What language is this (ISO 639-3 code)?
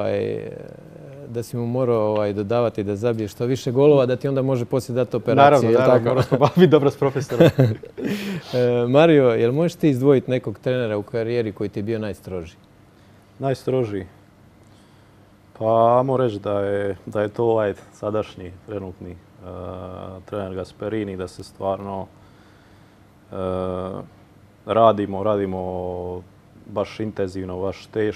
hrv